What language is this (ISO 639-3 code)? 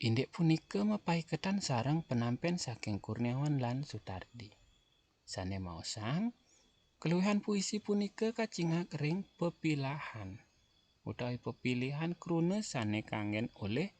ban